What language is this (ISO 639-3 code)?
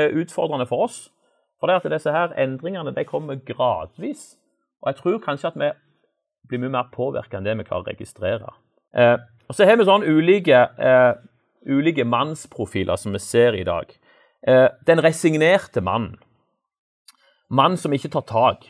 nor